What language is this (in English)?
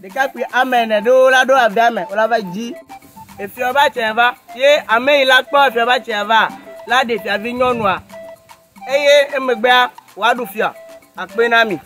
Ewe